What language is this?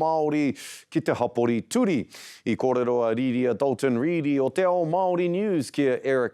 Māori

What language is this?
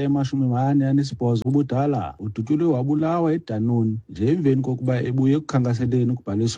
Xhosa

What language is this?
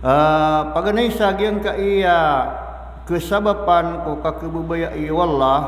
Maranao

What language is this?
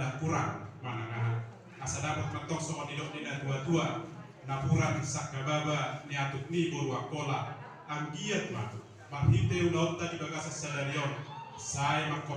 Batak Toba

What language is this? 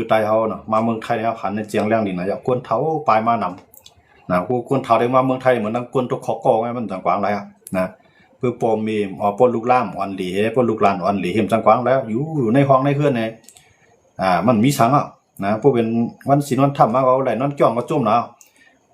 Shan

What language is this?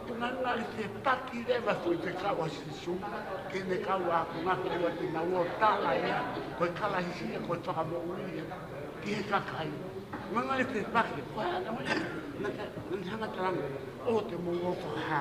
Tongan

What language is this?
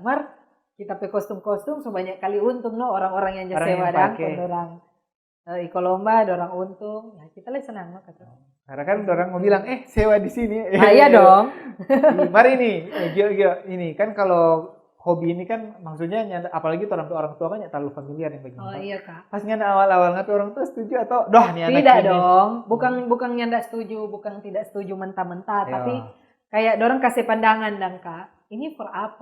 Manado Malay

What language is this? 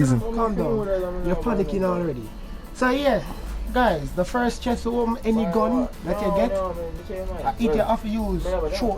Jamaican Creole English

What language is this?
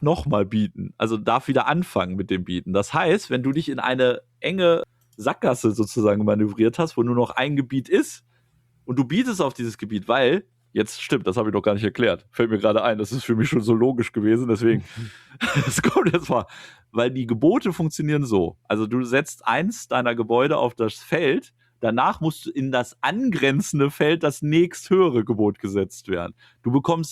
German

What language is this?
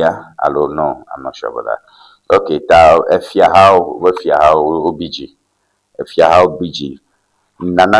Ewe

